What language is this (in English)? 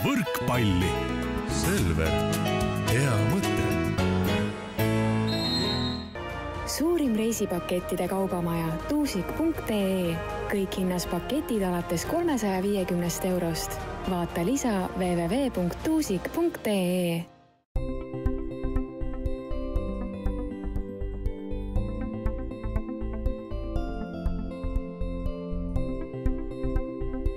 Estonian